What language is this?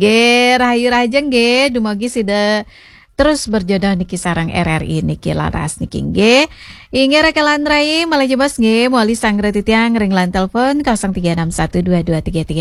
Balinese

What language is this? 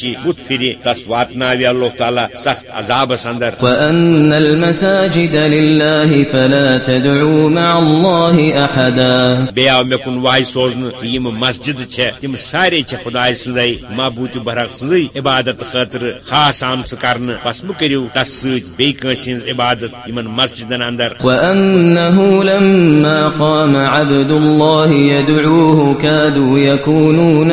Kashmiri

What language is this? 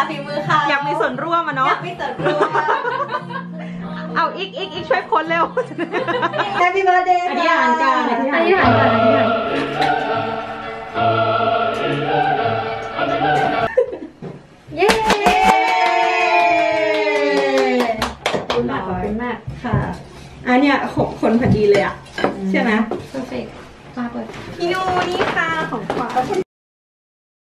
Thai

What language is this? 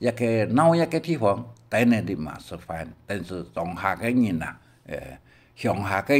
Hakka Chinese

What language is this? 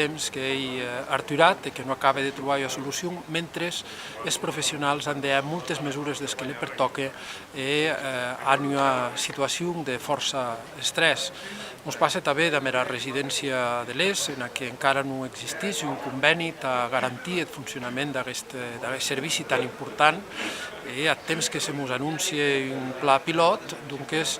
Occitan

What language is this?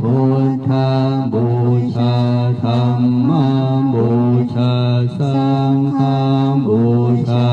Pali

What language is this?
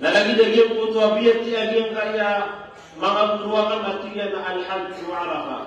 Maranao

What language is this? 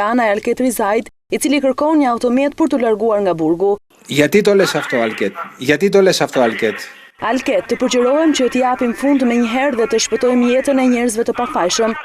Albanian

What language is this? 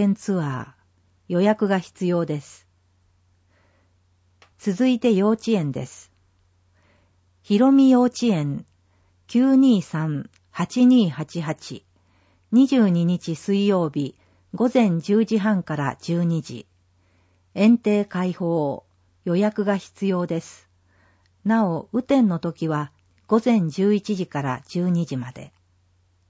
Japanese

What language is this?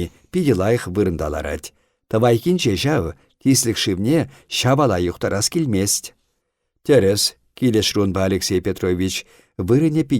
Chuvash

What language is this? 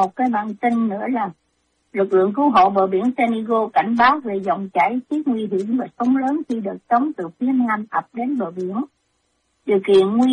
Vietnamese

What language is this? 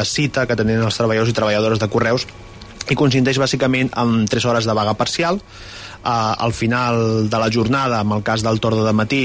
Catalan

